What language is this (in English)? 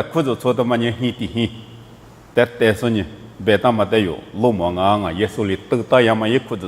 Lisu